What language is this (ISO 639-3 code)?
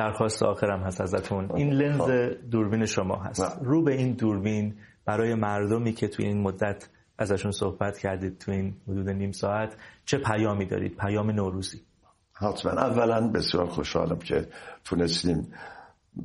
fas